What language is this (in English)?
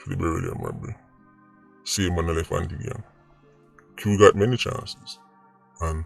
Jamaican Creole English